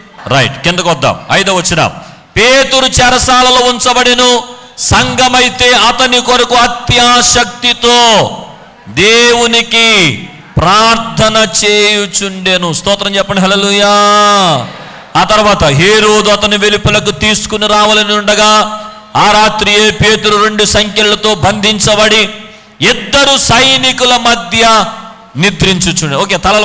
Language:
Telugu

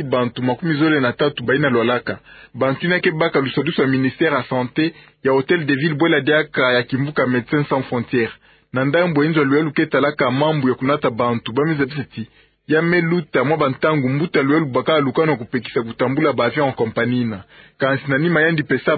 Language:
Kituba (Democratic Republic of Congo)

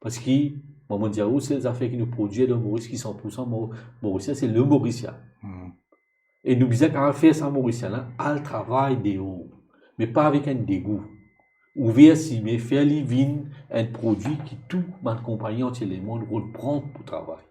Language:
Morisyen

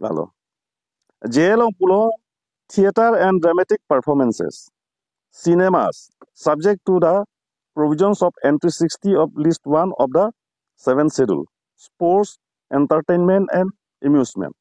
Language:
Karbi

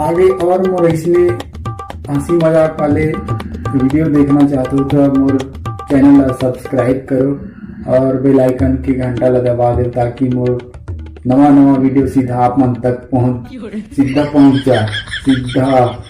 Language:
Chhattisgarhi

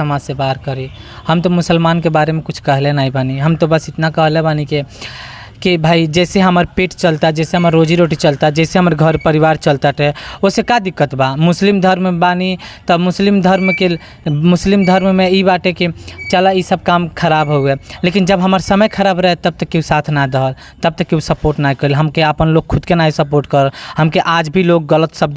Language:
Bhojpuri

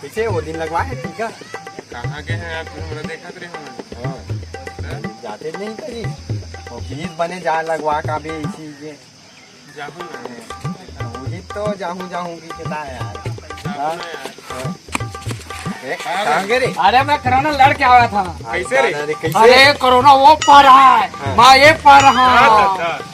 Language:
Chhattisgarhi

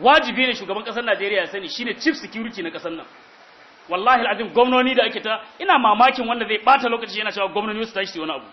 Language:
Hausa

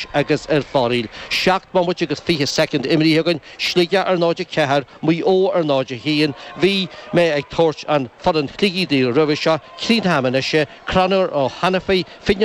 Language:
Irish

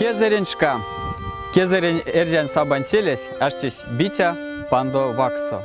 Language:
Erzya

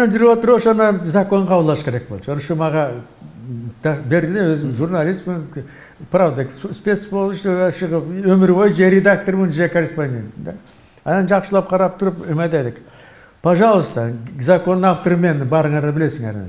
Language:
Kyrgyz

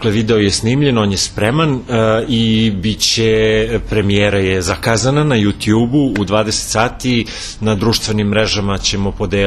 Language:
Serbian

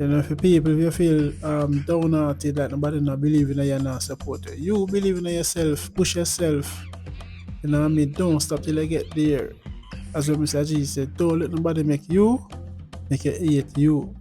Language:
Jamaican Creole English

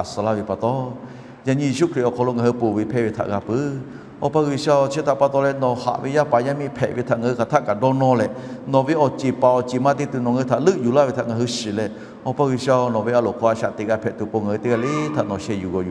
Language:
Lahu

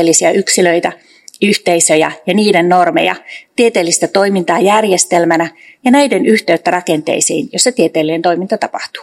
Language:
Finnish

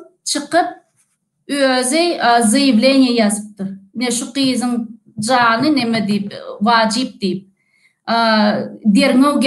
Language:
Turkmen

